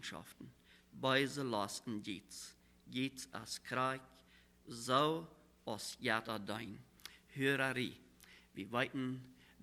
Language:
Plautdietsch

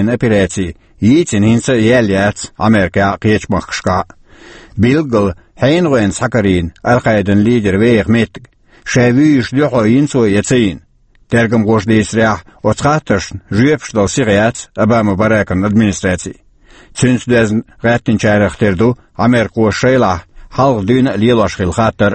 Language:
Chechen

